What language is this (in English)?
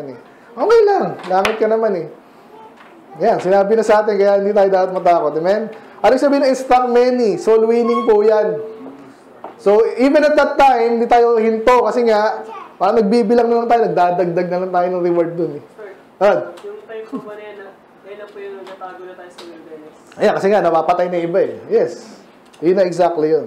Filipino